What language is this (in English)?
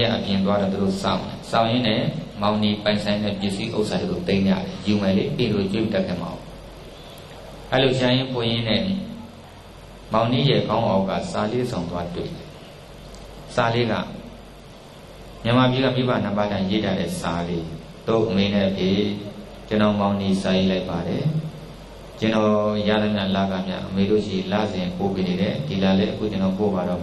Burmese